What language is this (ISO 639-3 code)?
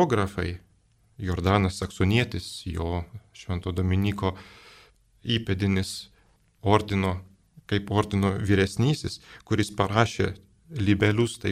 lit